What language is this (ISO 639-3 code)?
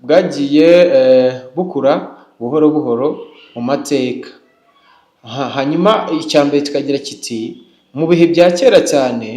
kin